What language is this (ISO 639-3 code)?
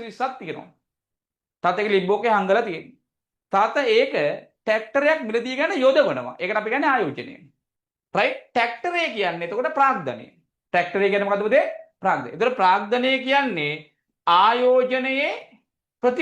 sin